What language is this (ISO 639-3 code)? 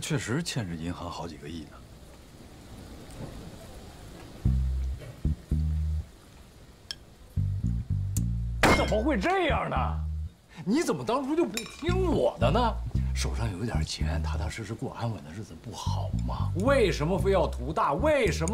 zho